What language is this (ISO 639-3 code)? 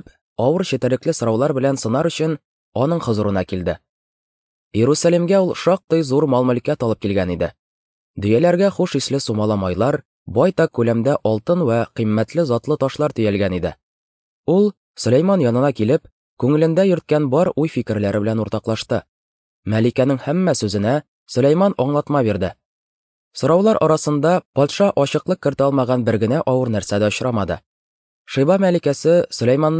tat